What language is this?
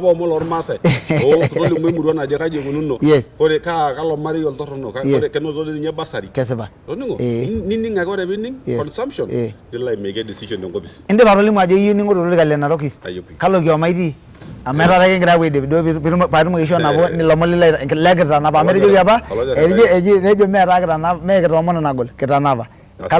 Masai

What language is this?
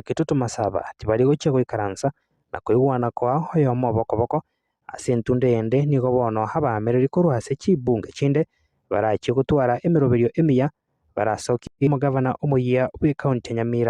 Gusii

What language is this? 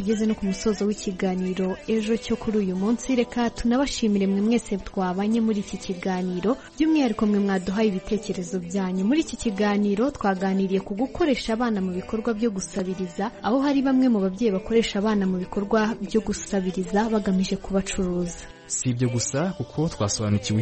Kinyarwanda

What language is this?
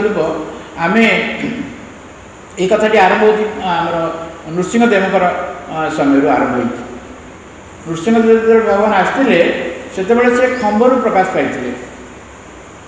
Odia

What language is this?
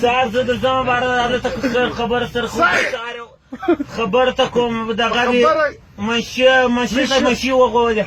Pashto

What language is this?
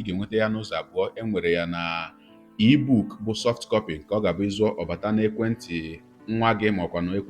Igbo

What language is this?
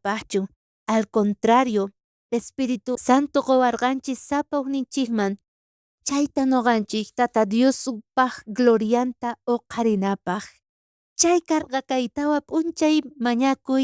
South Bolivian Quechua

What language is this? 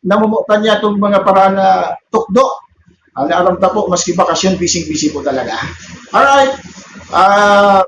Bikol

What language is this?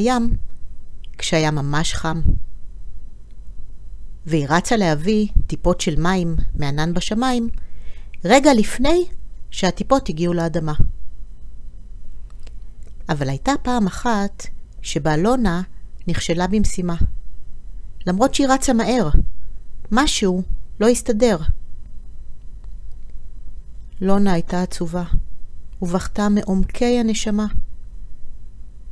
Hebrew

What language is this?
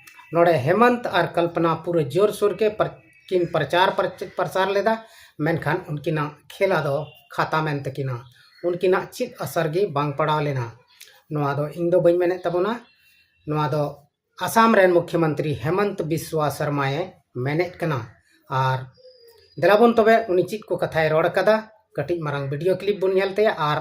Santali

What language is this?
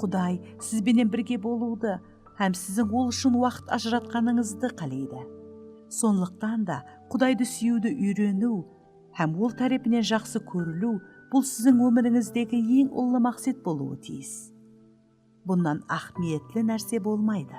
Kara-Kalpak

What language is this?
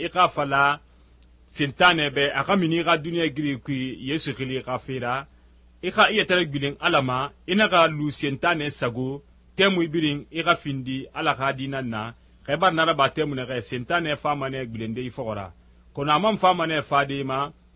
Susu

